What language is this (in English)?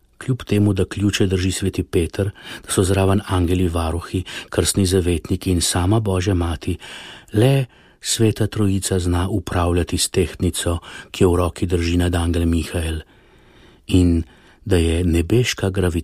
Slovenian